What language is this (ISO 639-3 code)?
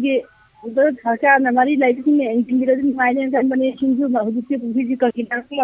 mni